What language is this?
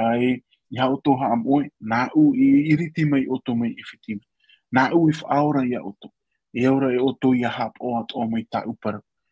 Tahitian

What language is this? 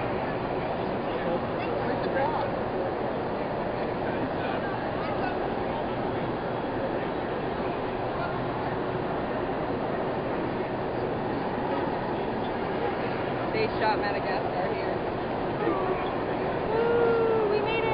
English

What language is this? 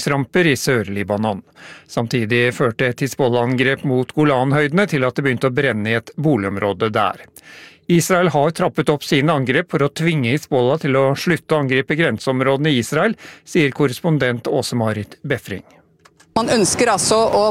Norwegian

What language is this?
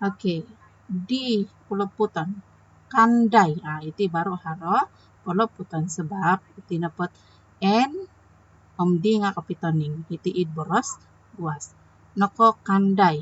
Central Dusun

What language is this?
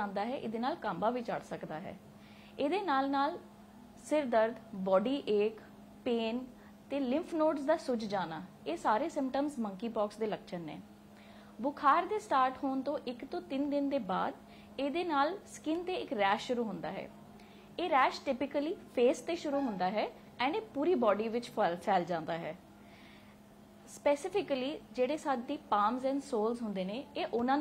Punjabi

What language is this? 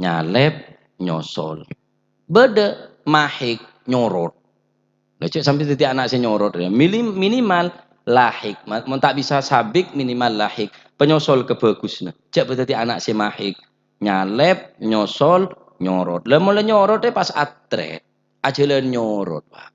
Madurese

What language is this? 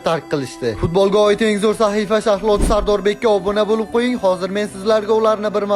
Uzbek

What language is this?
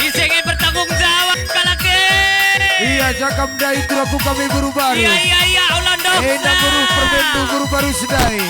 Batak Karo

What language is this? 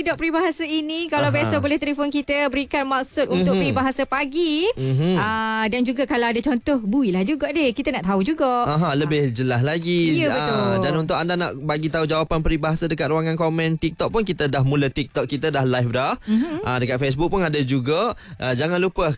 Malay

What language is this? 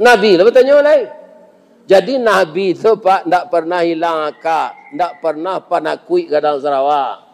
Minangkabau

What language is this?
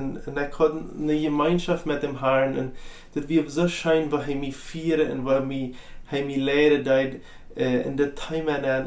Plautdietsch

